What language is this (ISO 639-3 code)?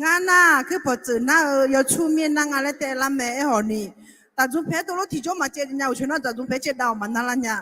ahk